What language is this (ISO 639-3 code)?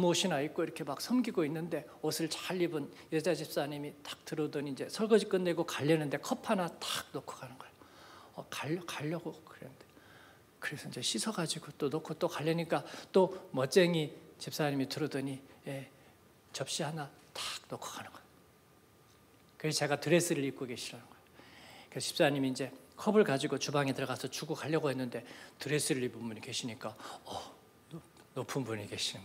kor